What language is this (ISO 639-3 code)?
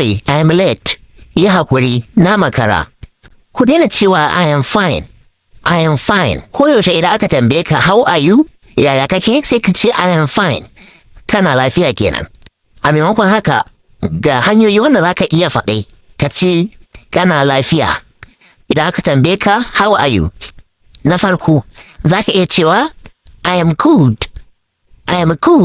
hau